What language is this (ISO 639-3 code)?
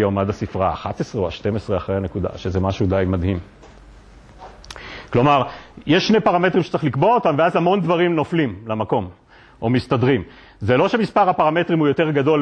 heb